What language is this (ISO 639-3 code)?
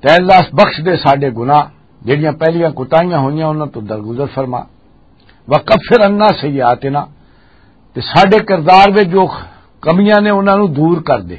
lah